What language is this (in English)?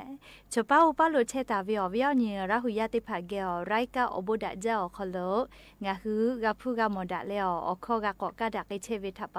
Lahu